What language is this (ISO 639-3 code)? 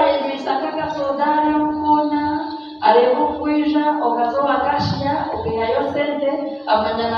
nyn